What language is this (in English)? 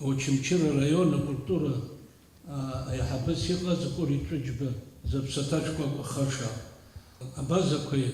Abkhazian